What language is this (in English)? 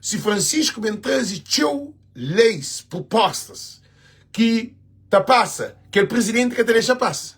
Kabuverdianu